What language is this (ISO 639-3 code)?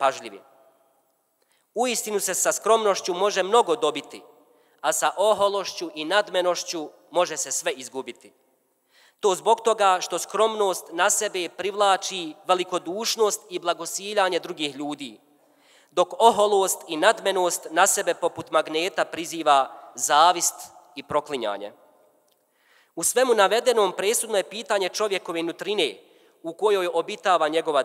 bos